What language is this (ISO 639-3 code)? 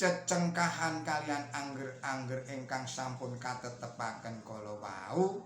jav